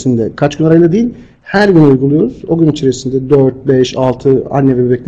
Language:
Turkish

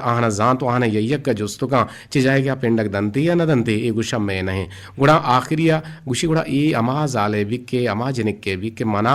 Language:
Eastern Balochi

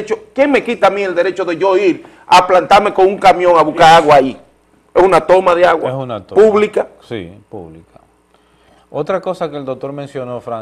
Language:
Spanish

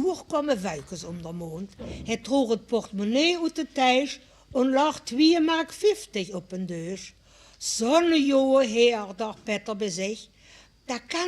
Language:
Limburgish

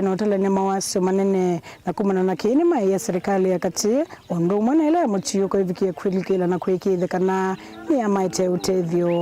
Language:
Kamba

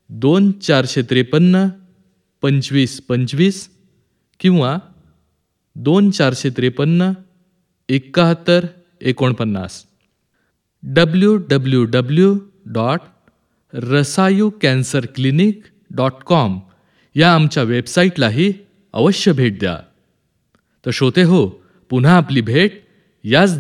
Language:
Marathi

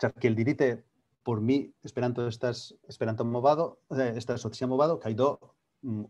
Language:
Esperanto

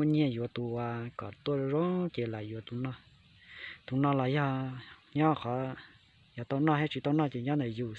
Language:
Hmong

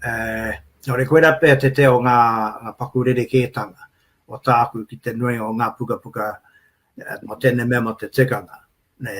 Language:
Māori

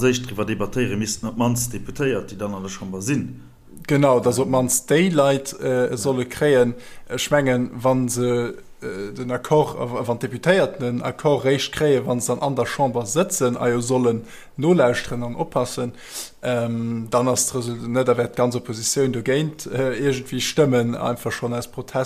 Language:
Luxembourgish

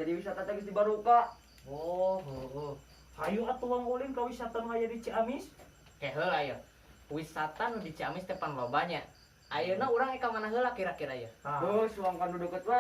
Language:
Sundanese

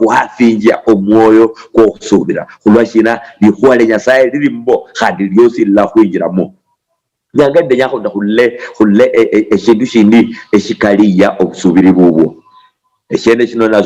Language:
Luyia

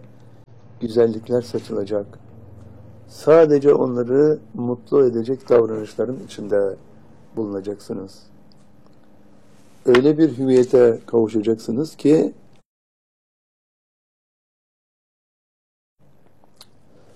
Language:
Turkish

